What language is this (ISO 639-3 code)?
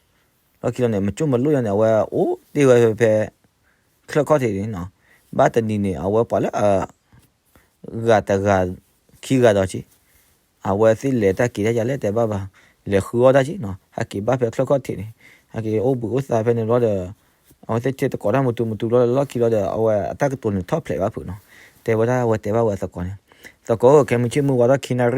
ksw